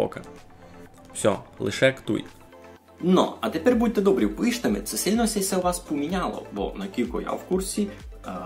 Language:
Rusyn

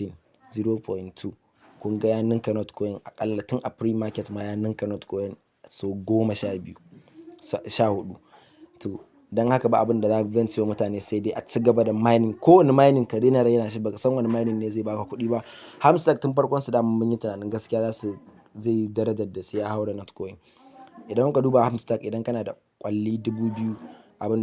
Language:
Hausa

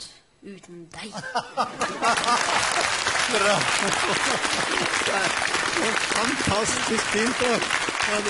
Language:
Norwegian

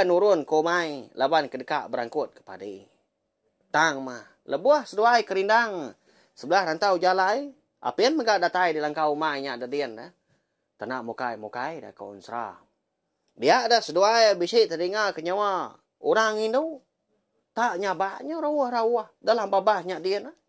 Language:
Iban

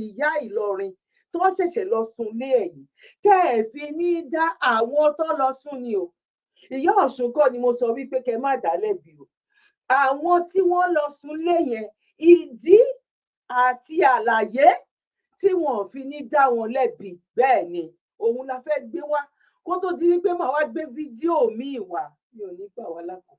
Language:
Yoruba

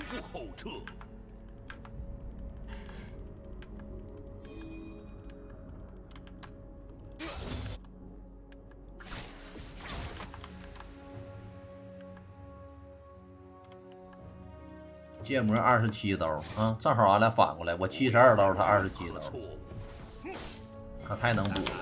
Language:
Chinese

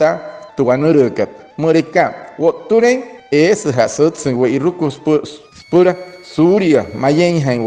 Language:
Wayuu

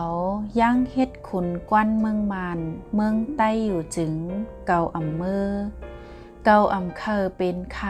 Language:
Shan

